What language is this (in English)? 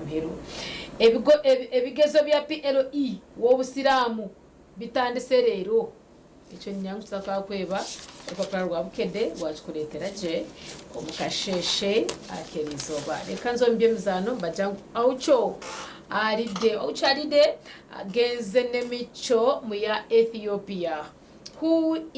Nyankole